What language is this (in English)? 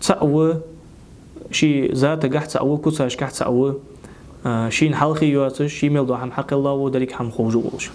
Ingush